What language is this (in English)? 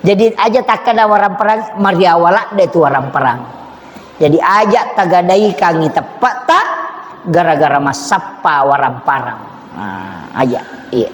Buginese